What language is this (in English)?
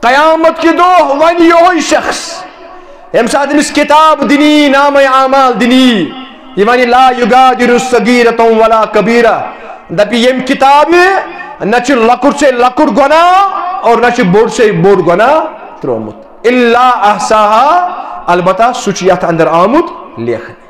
Kashmiri